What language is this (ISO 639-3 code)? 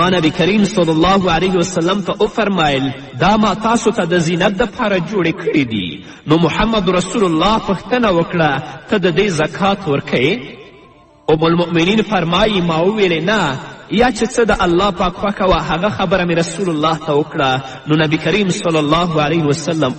pus